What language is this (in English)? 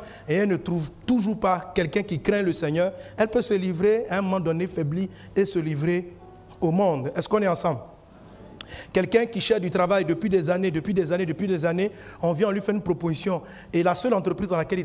French